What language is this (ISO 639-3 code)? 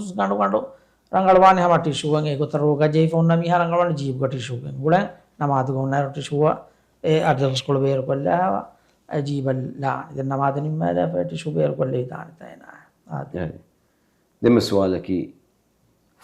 div